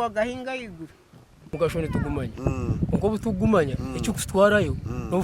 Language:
Nyankole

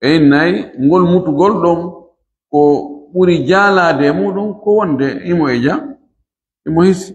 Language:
Fula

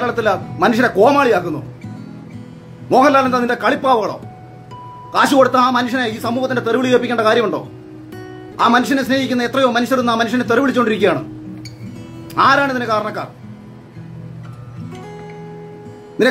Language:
Malayalam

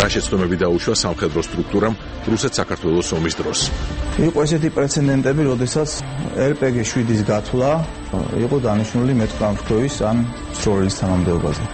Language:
Georgian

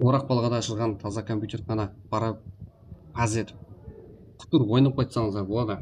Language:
Kara-Kalpak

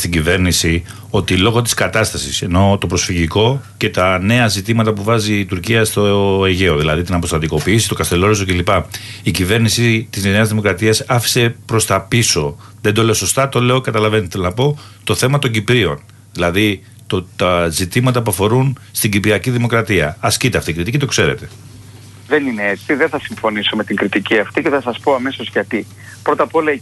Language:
Greek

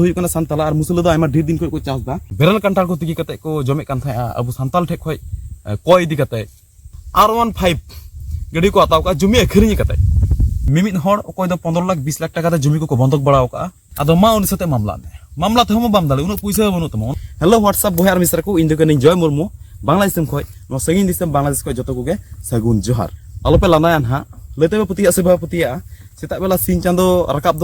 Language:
Santali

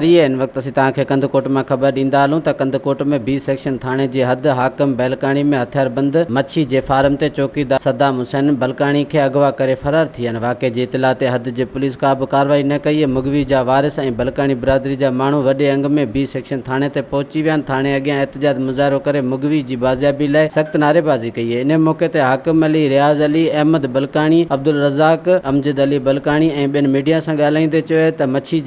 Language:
Sindhi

